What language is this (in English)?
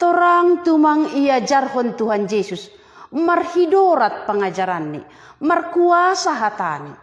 Batak Simalungun